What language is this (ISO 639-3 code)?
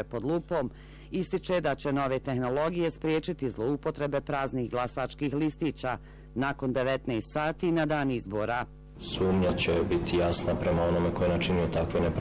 bos